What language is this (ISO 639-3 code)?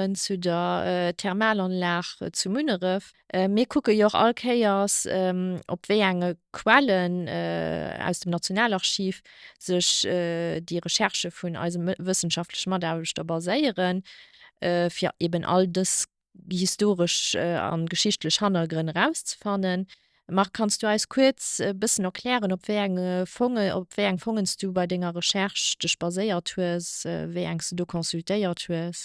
ltz